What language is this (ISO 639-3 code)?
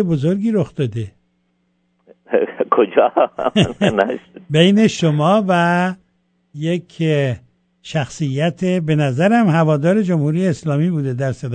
fas